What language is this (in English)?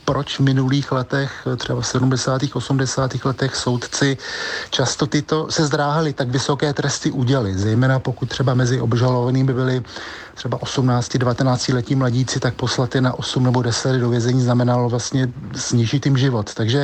Czech